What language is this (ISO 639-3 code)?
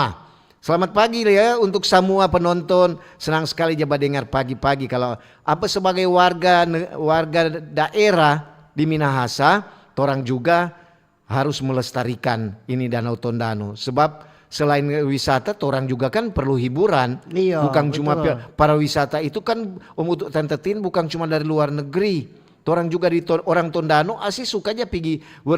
xmm